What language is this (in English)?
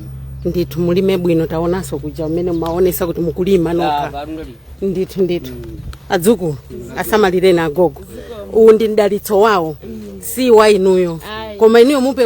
Nyanja